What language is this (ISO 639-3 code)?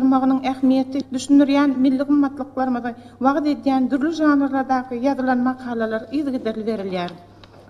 tuk